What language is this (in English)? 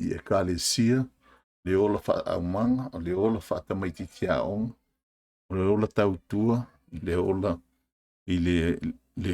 Samoan